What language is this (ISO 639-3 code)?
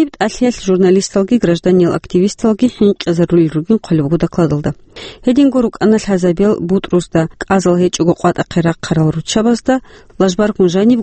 ava